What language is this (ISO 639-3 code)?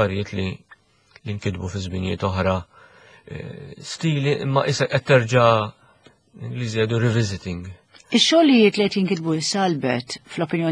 mlt